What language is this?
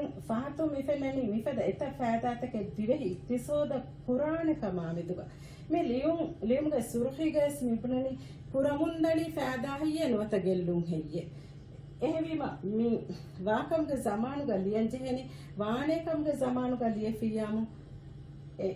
Divehi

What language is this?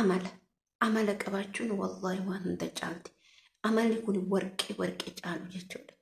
Oromo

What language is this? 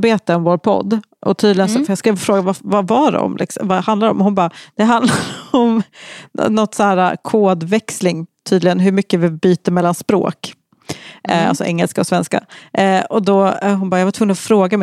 Swedish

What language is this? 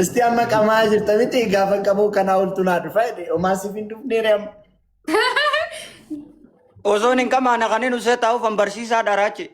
Oromo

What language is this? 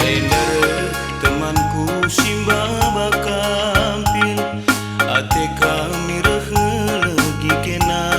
Batak Karo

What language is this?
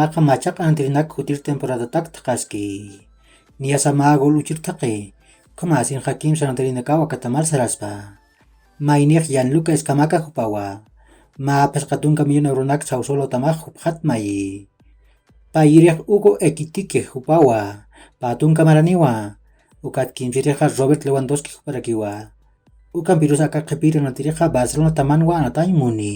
Aymara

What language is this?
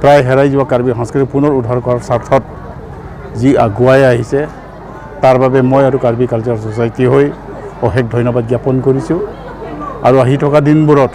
Assamese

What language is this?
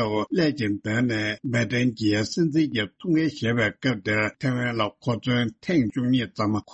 Tibetan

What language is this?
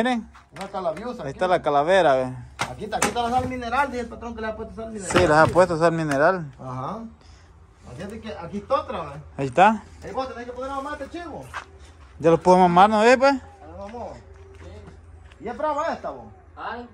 Spanish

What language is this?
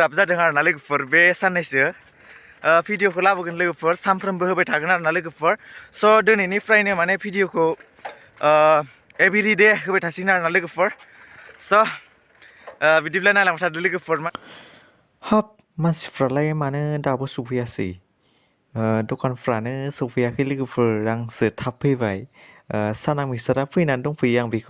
Bodo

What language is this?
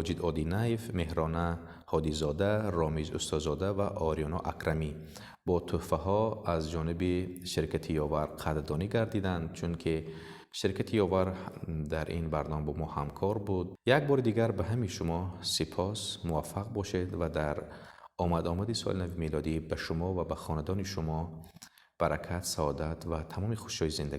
Tajik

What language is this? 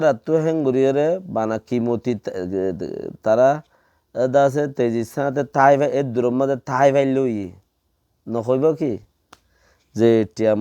Rohingya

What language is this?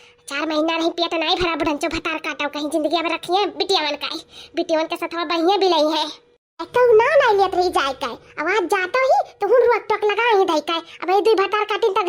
Awadhi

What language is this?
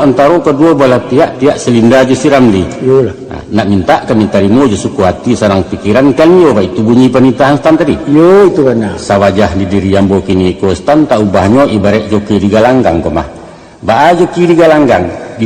Minangkabau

